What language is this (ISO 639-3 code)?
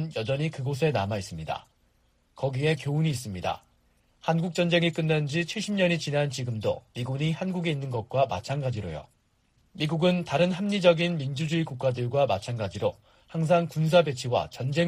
kor